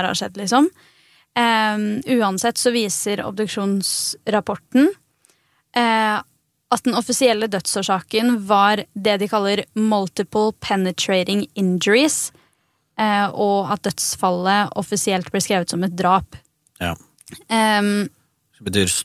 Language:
Norwegian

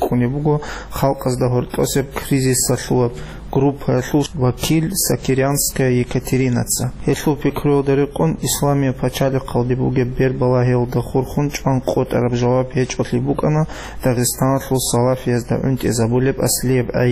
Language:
Avaric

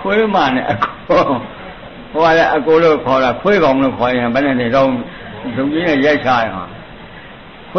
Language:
Burmese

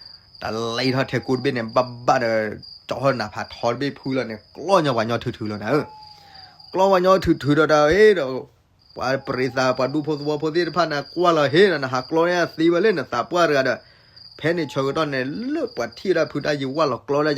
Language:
S'gaw Karen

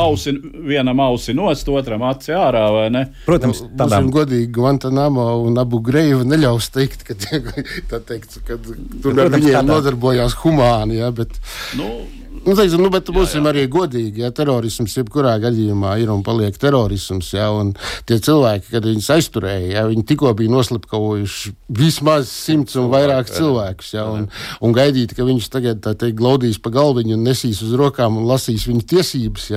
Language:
Latvian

